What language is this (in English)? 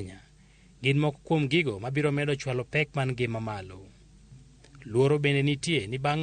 Luo (Kenya and Tanzania)